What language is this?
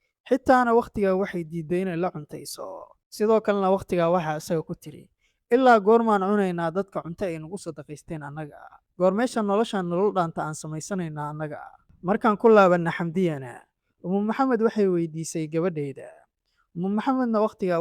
Somali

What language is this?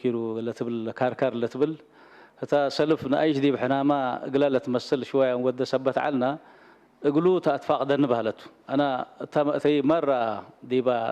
Tigre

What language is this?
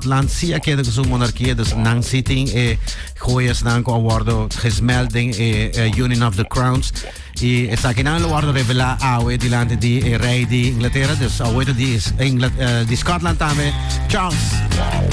Papiamento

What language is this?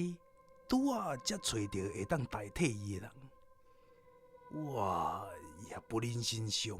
Min Nan Chinese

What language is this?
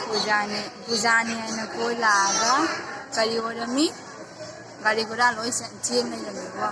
Manipuri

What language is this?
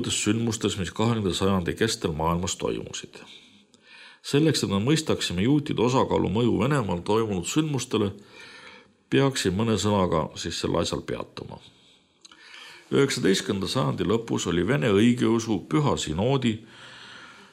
Estonian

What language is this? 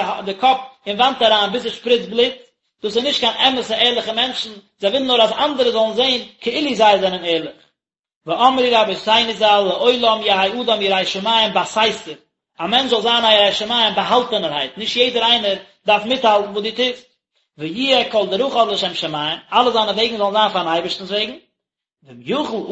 Yiddish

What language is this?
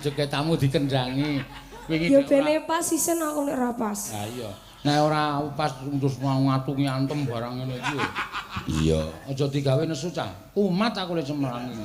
Javanese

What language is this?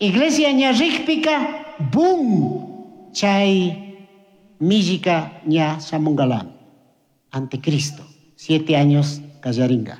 Chimborazo Highland Quichua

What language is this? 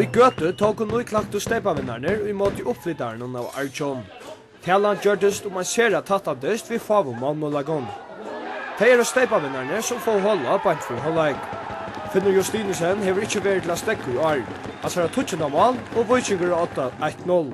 Faroese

